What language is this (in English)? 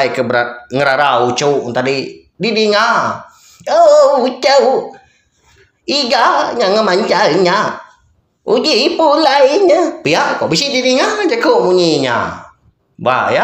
Iban